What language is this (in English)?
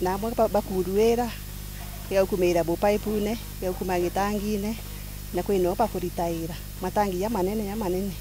Meru